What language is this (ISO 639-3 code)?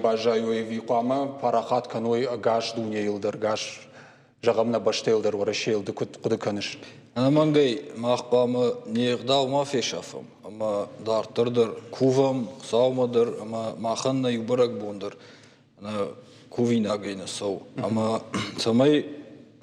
oss